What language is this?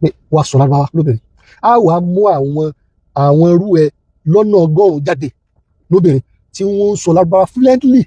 Yoruba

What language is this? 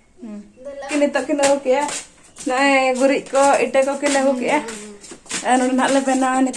Santali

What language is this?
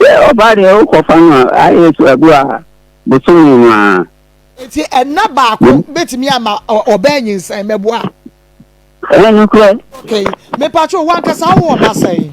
Akan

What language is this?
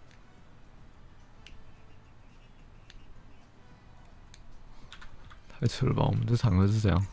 Chinese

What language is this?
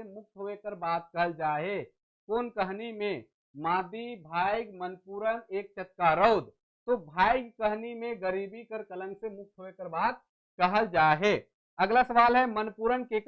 Sadri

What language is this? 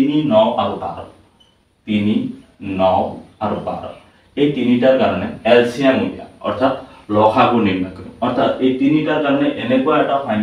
Assamese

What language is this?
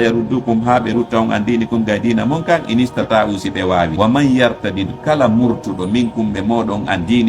Fula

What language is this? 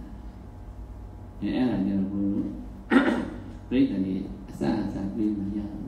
Burmese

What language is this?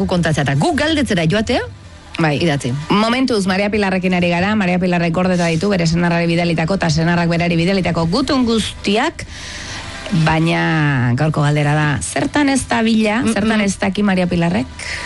Basque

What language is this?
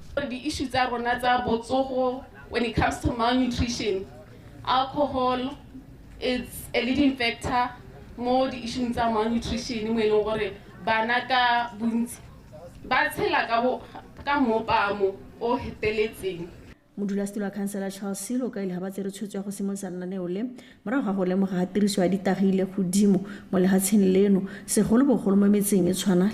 Tswana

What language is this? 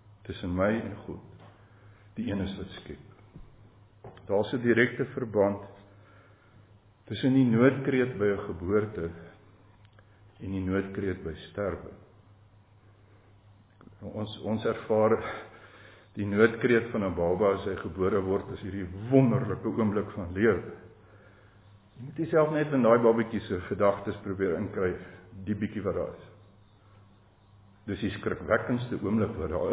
Afrikaans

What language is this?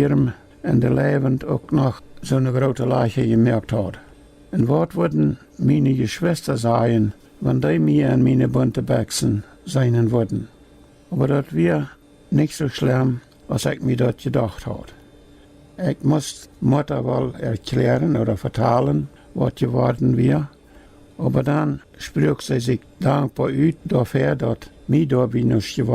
Plautdietsch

